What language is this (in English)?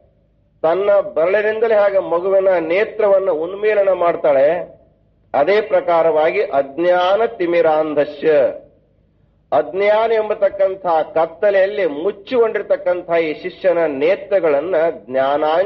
Kannada